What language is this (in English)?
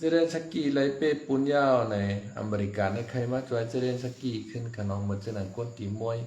Shan